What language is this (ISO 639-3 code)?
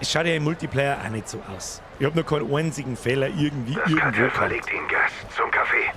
bar